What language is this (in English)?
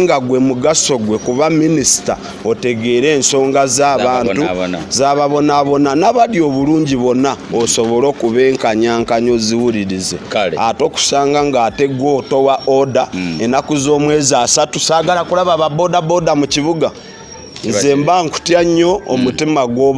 Ganda